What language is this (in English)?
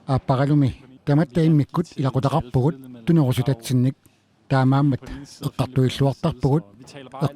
Kalaallisut